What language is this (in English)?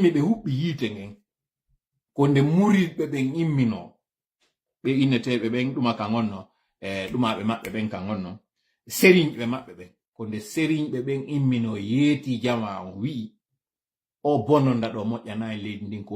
Fula